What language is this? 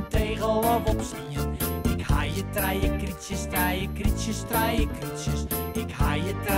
Western Frisian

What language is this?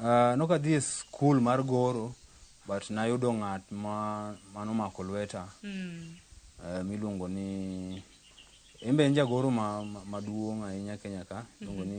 Luo (Kenya and Tanzania)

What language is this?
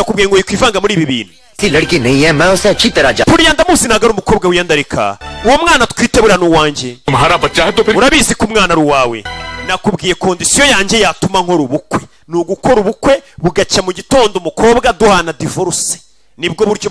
Kinyarwanda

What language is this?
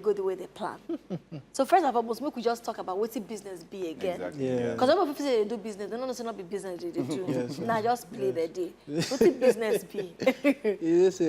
Nigerian Pidgin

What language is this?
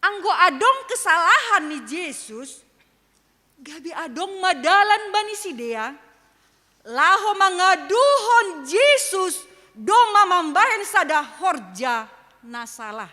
Batak Simalungun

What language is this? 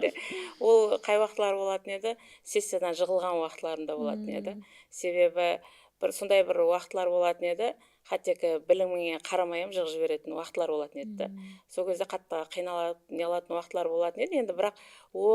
Kara-Kalpak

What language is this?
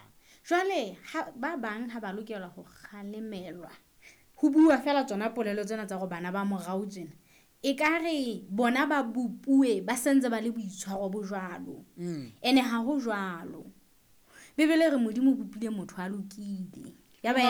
Southern Sotho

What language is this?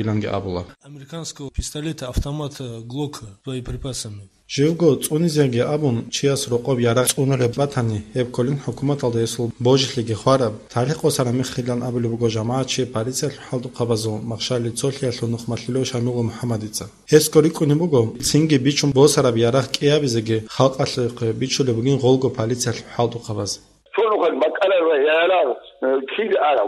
Avaric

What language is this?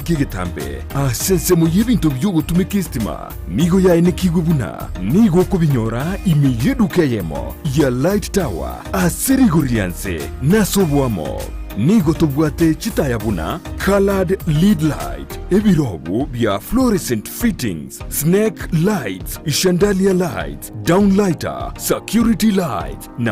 Gusii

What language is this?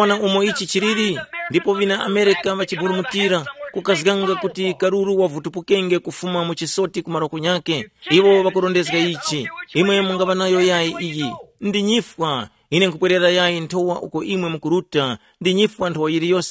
Tumbuka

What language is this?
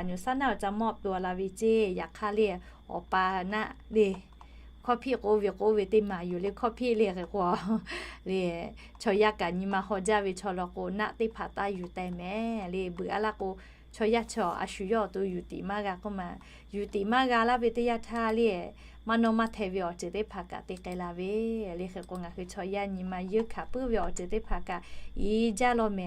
Lahu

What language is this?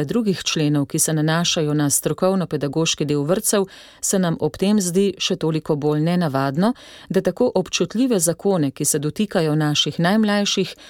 Slovenian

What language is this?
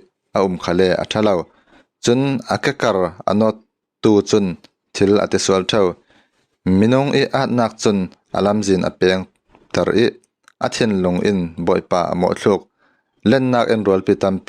Falam Chin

